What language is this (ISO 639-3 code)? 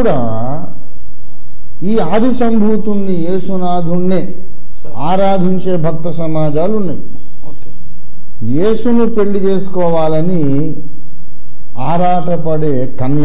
tel